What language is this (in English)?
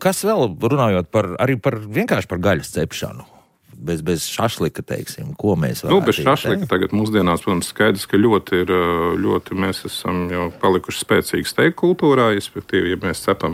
Latvian